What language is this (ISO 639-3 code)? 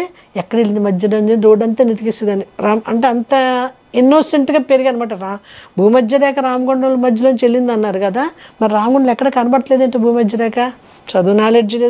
tel